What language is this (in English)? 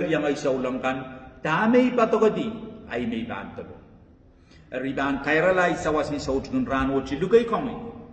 Pohnpeian